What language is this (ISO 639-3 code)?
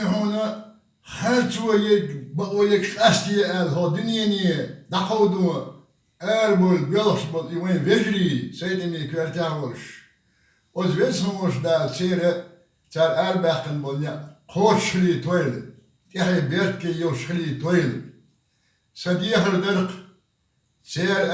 che